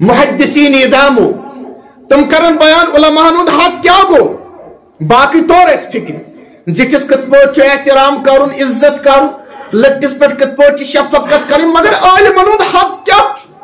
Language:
Kashmiri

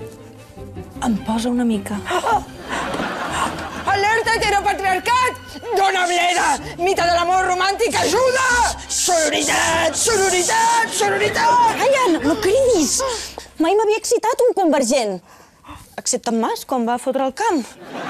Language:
Catalan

